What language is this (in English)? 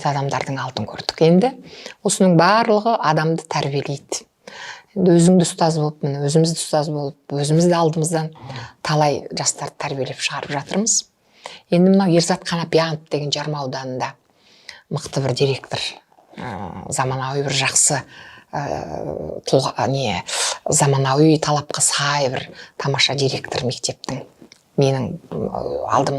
Kazakh